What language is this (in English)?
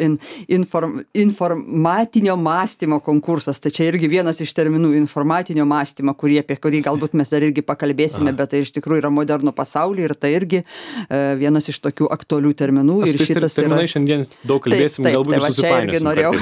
Lithuanian